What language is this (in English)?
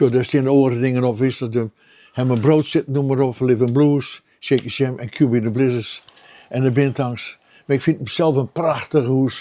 Western Frisian